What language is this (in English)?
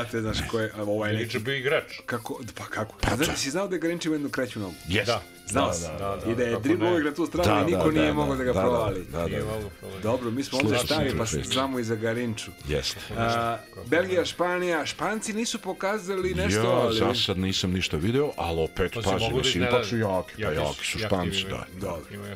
Serbian